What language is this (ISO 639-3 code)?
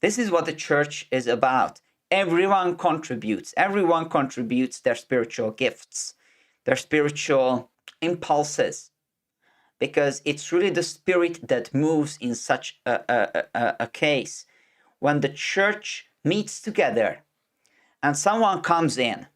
eng